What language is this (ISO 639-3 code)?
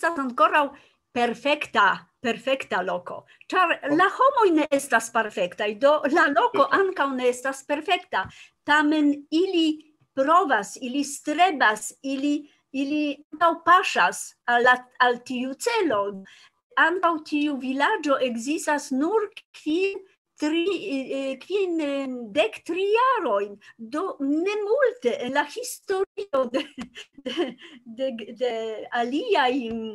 epo